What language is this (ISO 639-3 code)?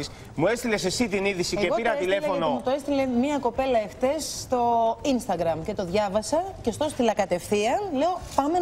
ell